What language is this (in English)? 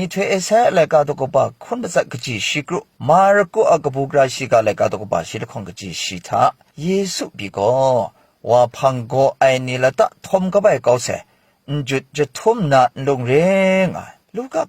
Kachin